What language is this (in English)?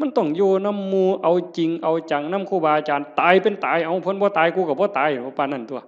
Northeastern Thai